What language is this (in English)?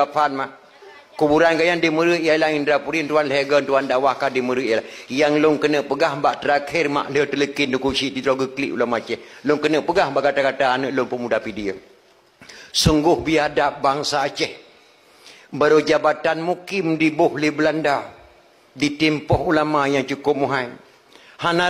Achinese